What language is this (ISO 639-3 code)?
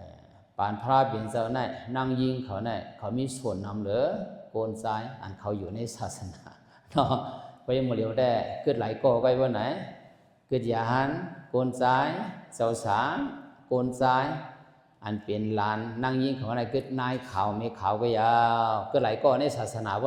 shn